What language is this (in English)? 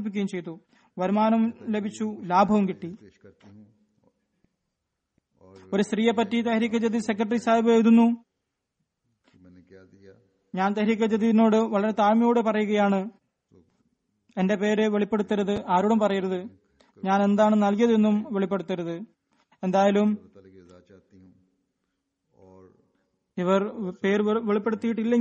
Malayalam